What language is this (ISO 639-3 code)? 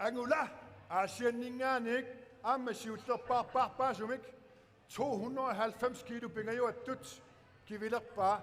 kal